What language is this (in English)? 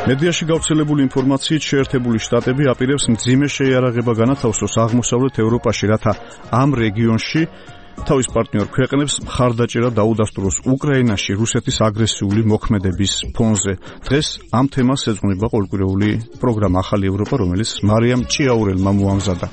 Georgian